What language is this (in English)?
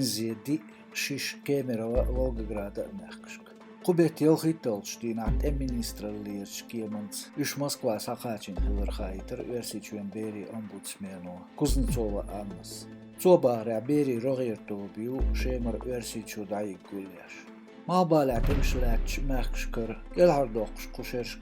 Chechen